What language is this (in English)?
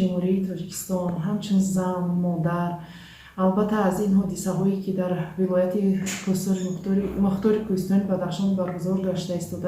Tajik